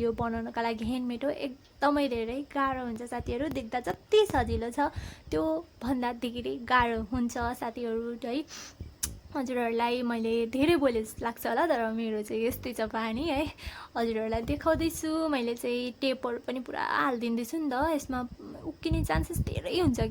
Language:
Nepali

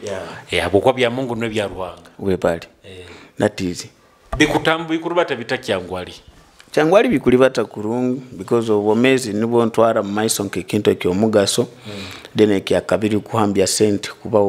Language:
Nyoro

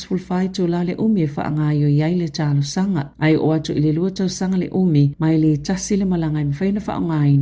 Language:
Samoan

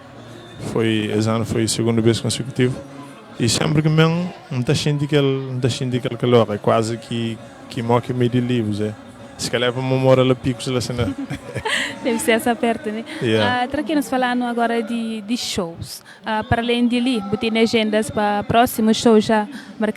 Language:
Kabuverdianu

